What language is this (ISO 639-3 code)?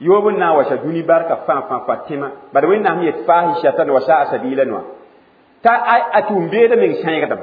mos